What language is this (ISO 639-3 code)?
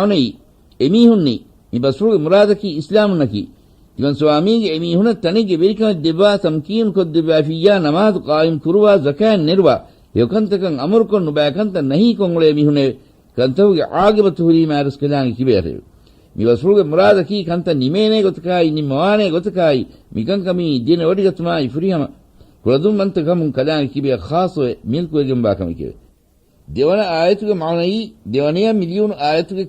div